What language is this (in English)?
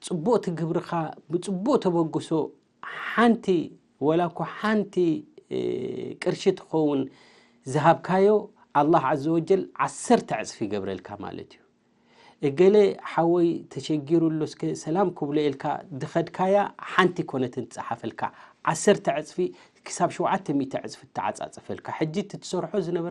Tigrinya